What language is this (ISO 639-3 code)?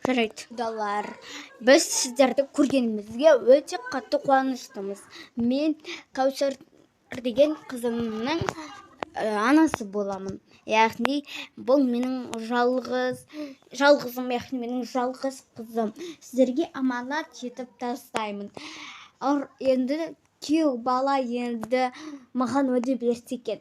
kaz